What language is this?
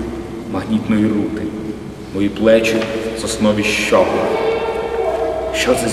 Ukrainian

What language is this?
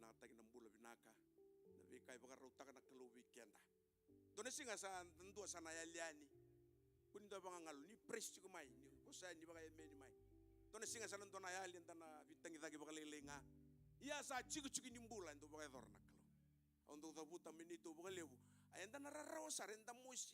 Fijian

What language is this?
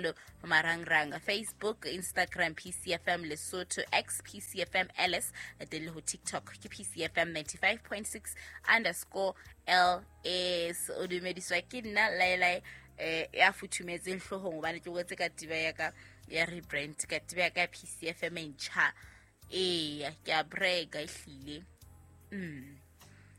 Southern Sotho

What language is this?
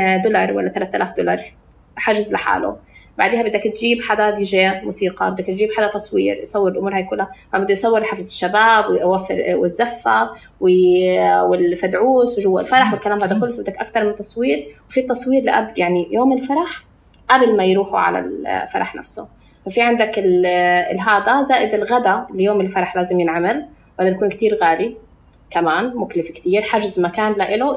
North Levantine Arabic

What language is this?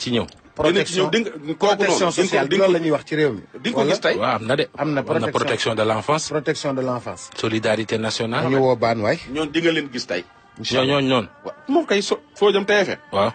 Wolof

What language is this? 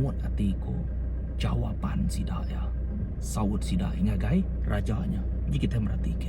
Iban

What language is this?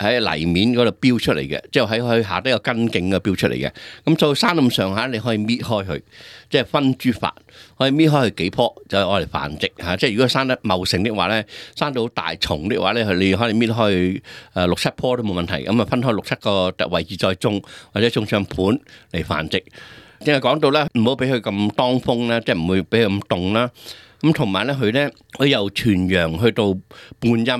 Cantonese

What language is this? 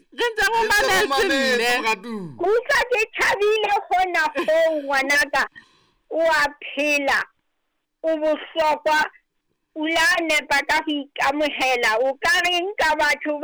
Southern Sotho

